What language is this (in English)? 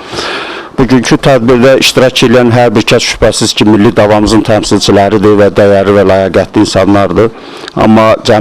South Azerbaijani